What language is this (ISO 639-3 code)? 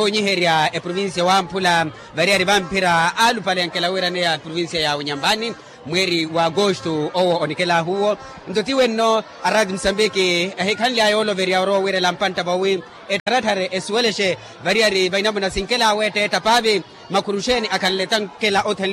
vmw